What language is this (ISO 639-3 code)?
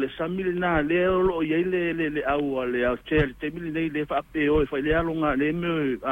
smo